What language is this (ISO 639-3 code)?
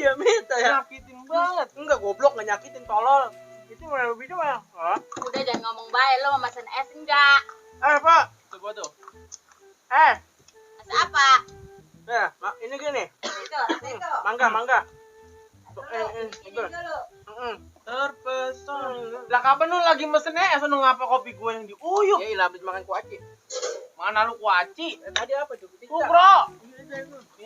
bew